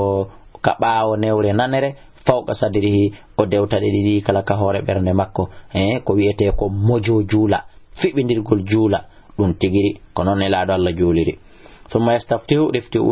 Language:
Fula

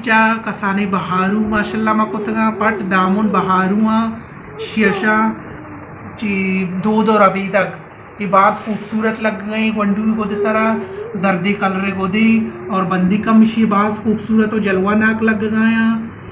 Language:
Baluchi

